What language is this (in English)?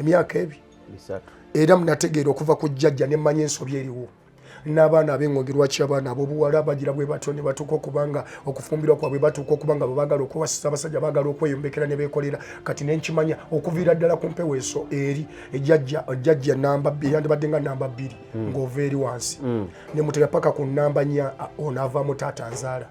Ganda